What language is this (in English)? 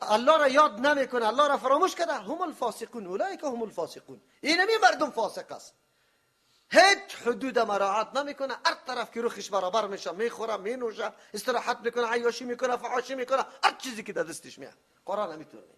Persian